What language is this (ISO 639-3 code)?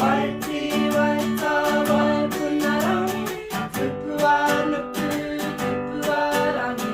mri